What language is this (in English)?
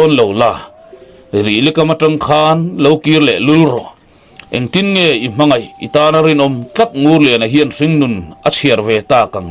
Mizo